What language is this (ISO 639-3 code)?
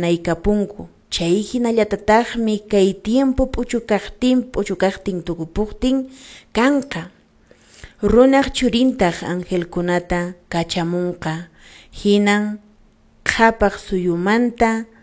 que